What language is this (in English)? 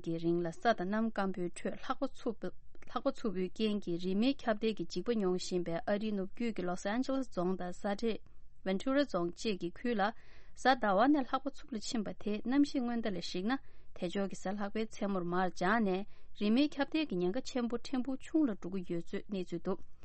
Tibetan